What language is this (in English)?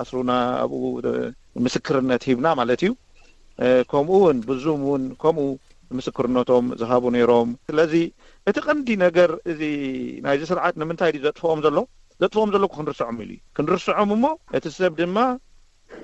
Tigrinya